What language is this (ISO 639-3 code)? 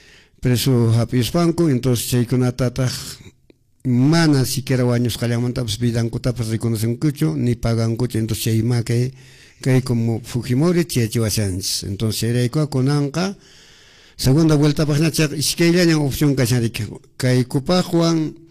que